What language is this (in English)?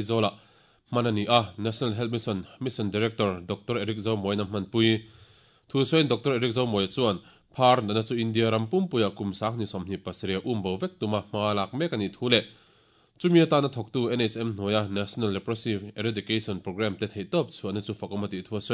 Mizo